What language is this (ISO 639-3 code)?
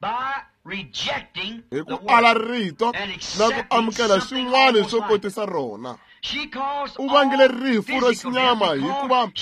tso